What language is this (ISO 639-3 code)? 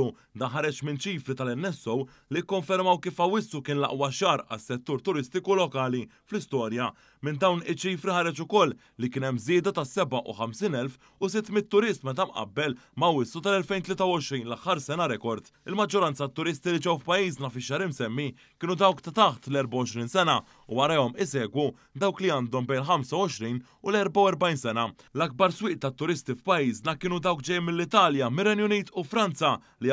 mlt